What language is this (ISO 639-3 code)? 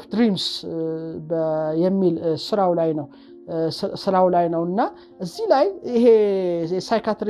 amh